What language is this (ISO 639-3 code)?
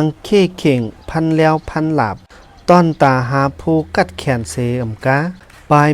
shn